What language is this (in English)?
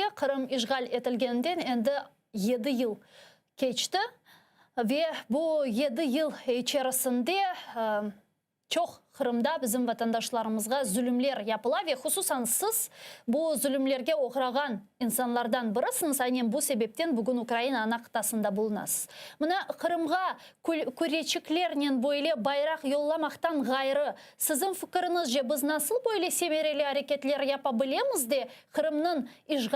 Crimean Tatar